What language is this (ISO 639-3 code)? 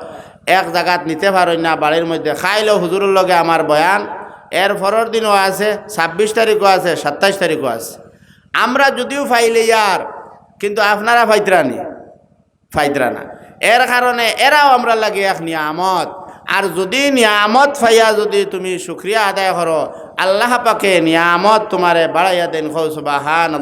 syl